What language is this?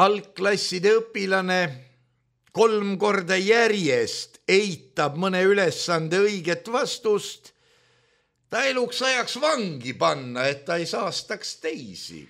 Estonian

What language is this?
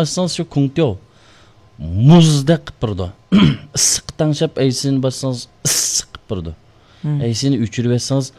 Uyghur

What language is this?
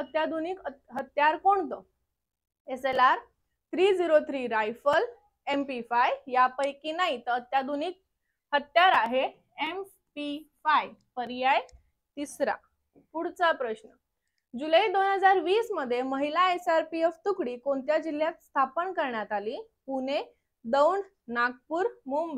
Marathi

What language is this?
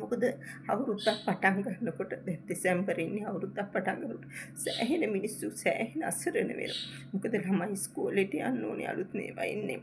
Sinhala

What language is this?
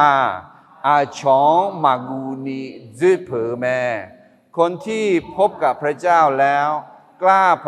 Akha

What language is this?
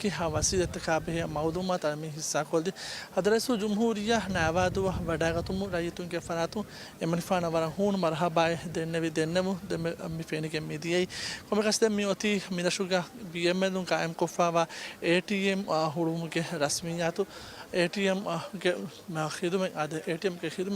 Divehi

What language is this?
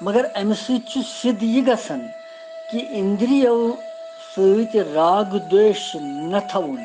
Kashmiri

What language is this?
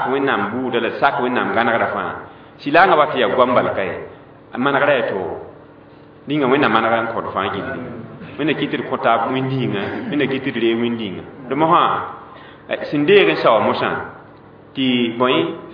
Mossi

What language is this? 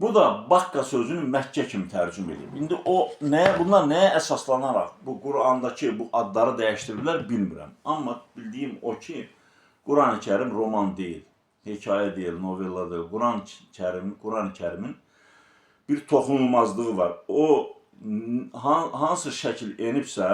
Azerbaijani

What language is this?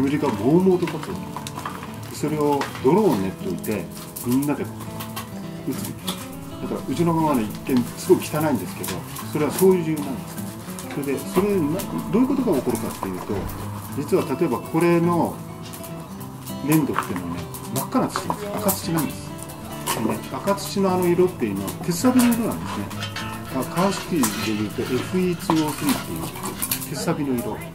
Japanese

